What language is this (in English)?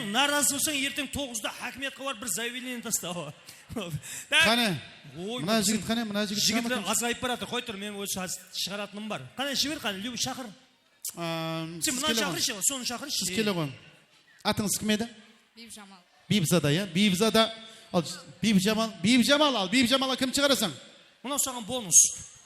Kara-Kalpak